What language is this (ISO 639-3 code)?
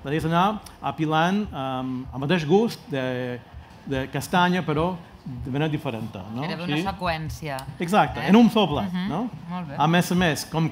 cat